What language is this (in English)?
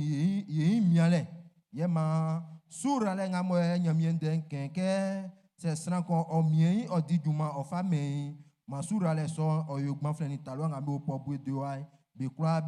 Baoulé